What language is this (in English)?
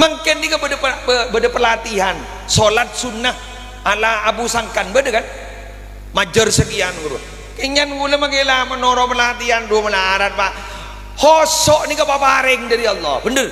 Madurese